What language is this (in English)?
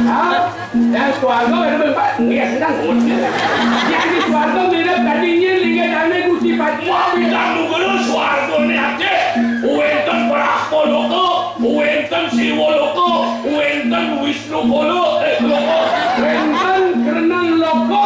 Balinese